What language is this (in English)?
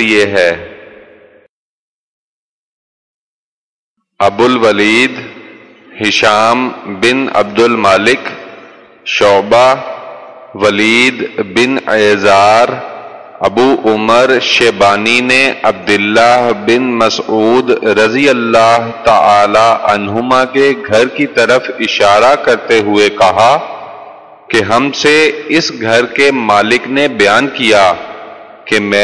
Urdu